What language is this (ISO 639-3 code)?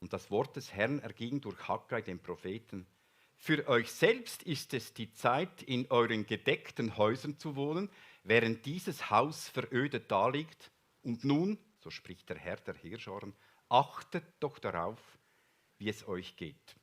gsw